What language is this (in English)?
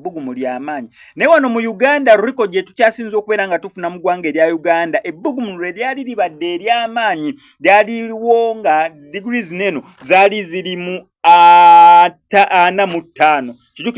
Ganda